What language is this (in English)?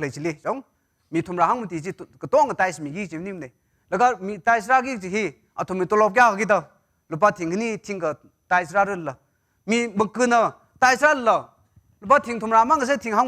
Tangkhul Naga (India)